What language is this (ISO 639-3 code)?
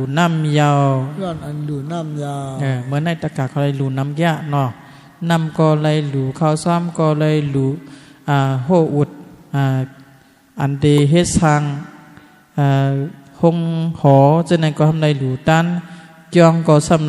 shn